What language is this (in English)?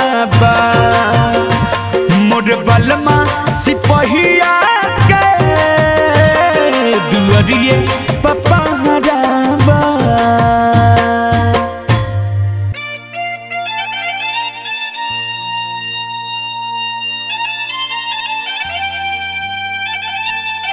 Bhojpuri